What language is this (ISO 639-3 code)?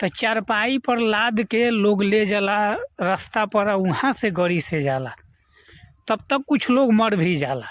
bho